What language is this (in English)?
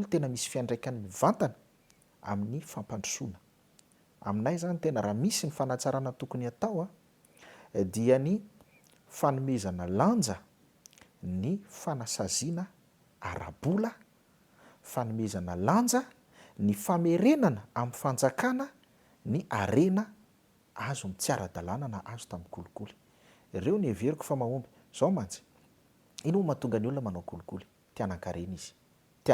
Malagasy